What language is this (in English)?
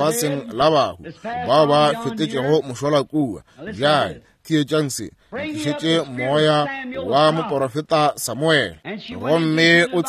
Northern Sotho